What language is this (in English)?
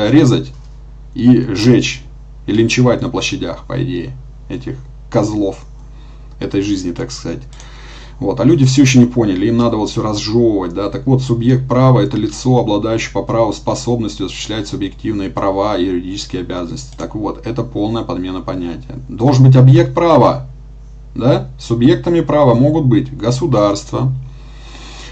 Russian